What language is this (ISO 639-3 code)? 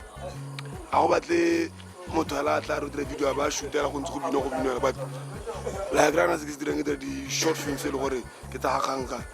tsn